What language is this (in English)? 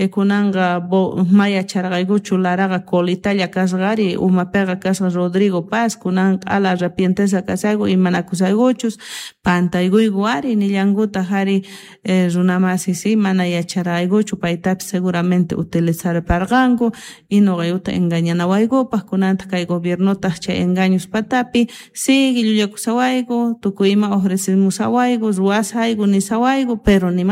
South Bolivian Quechua